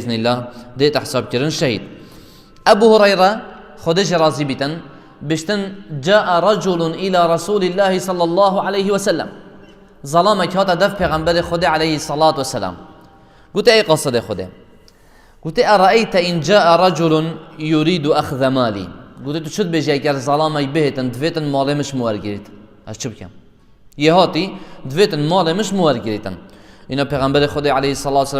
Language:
Kurdish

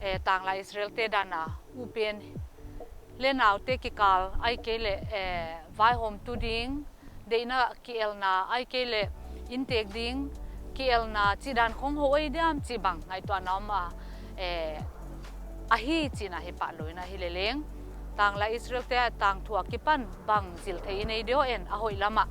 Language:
Paite Chin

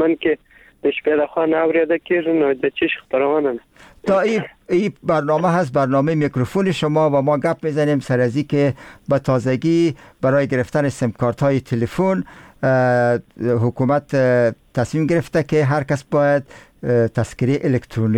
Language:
Persian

